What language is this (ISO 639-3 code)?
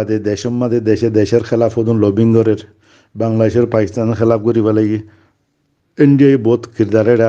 rhg